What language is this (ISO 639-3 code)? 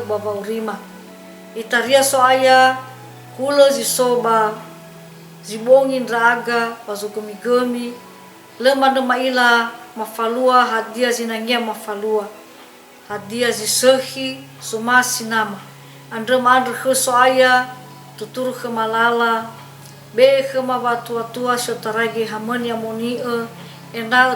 nia